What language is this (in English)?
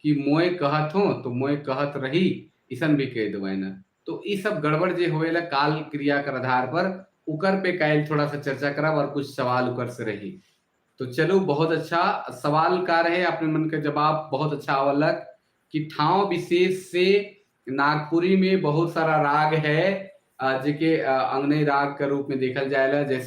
Sadri